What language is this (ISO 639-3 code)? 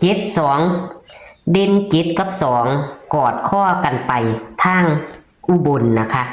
tts